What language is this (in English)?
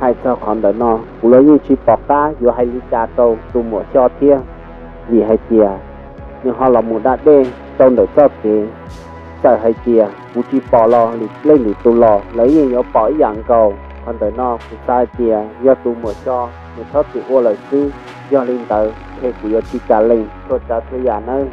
Hmong